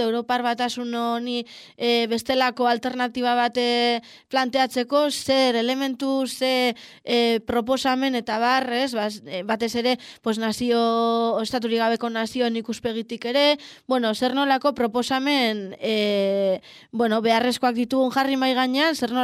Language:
Basque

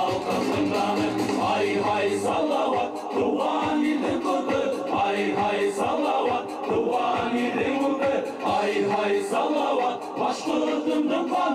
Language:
Bashkir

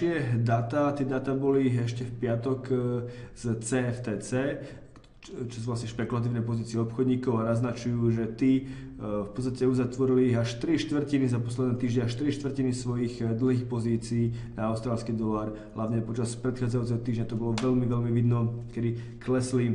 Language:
Slovak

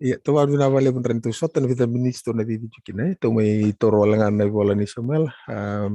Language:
Fijian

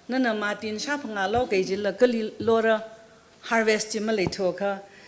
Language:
Tangkhul Naga (India)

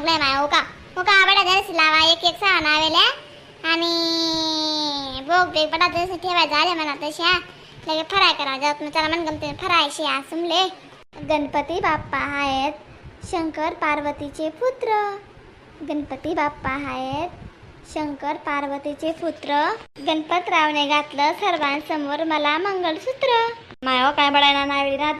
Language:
Khandesi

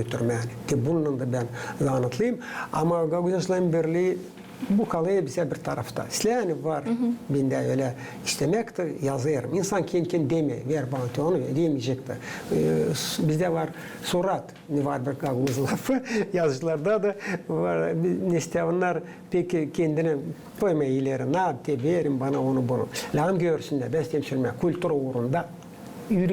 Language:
Gagauz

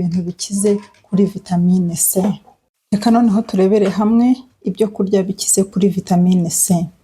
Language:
Kinyarwanda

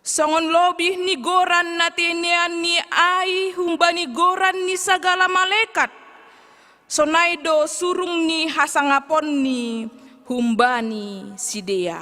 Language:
Batak Simalungun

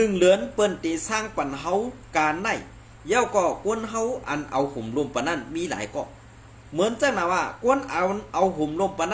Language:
Shan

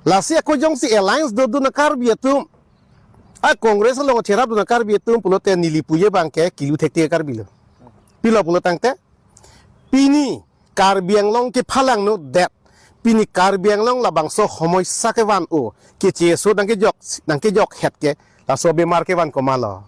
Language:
Karbi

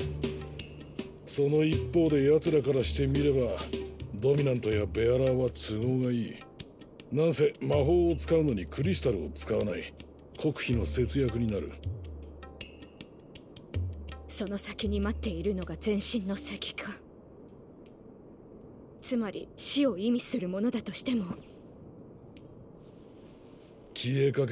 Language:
Japanese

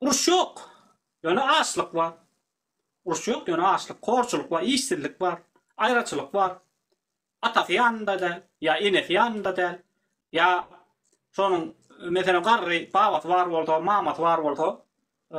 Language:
Turkmen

